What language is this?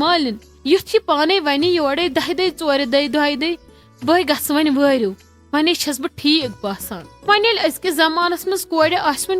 Kashmiri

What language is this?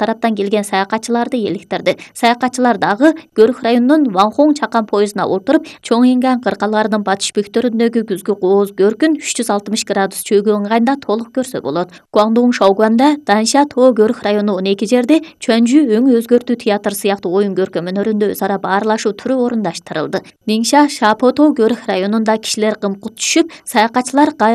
Kyrgyz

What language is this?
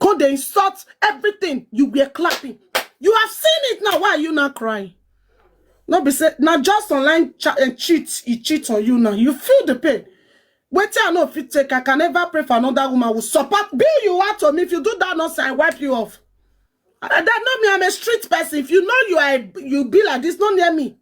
Nigerian Pidgin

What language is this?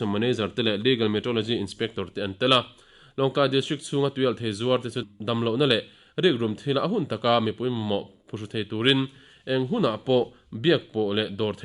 Mizo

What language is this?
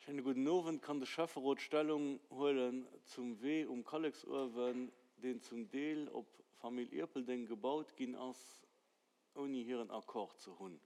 Luxembourgish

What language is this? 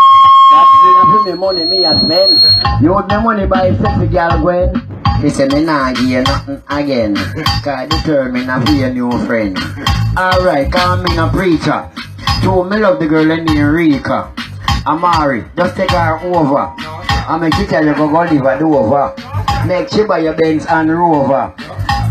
Jamaican Creole English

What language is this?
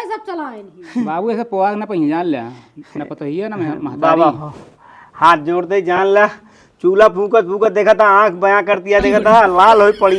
Awadhi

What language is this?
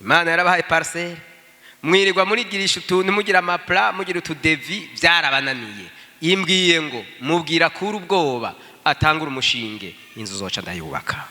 Rundi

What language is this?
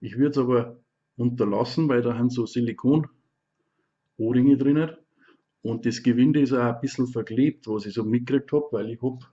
Bavarian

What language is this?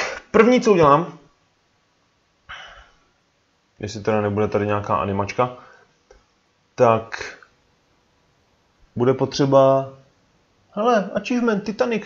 Czech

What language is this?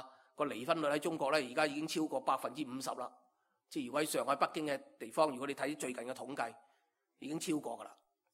Cantonese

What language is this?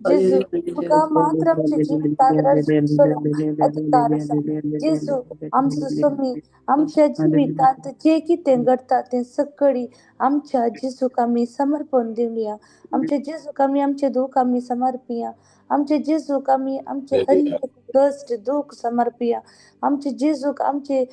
Konkani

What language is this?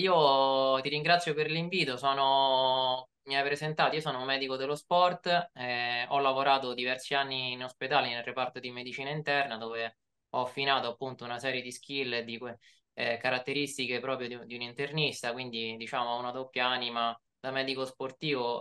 Italian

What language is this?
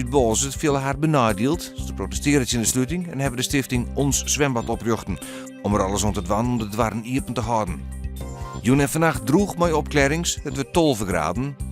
Western Frisian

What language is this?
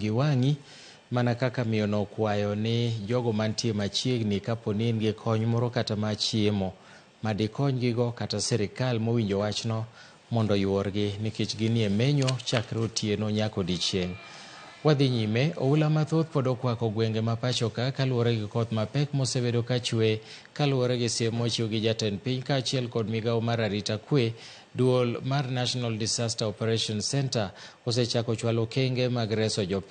Luo (Kenya and Tanzania)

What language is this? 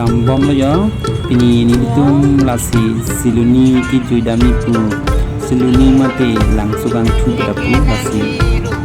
Karbi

